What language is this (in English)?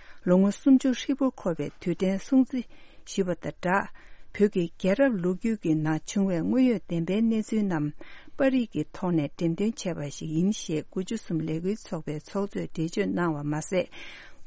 Tibetan